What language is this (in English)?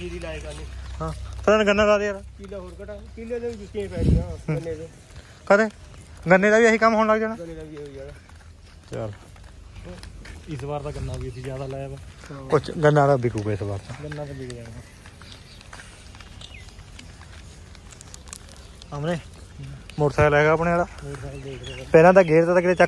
Punjabi